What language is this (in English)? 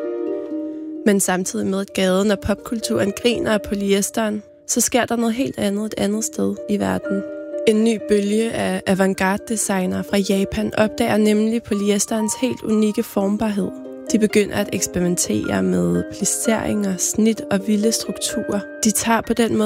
Danish